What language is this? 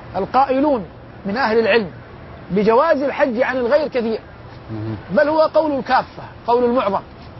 Arabic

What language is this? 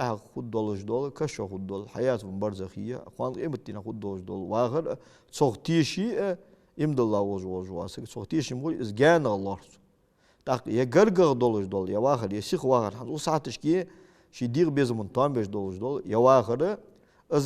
Ingush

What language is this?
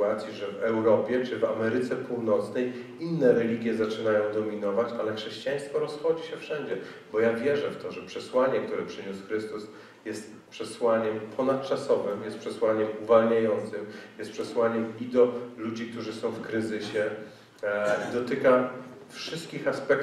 Polish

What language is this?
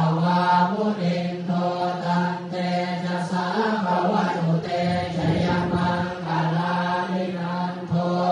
Pali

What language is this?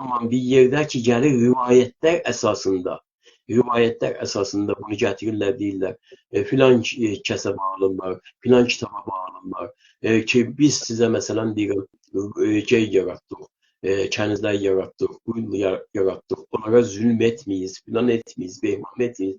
South Azerbaijani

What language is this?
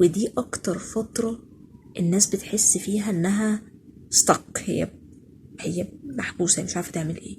Egyptian Arabic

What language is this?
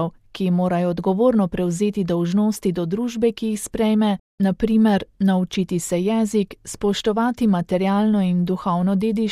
Slovenian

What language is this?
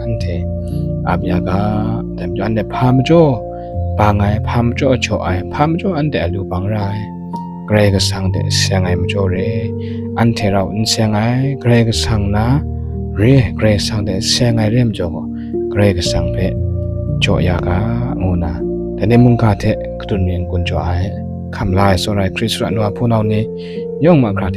Kachin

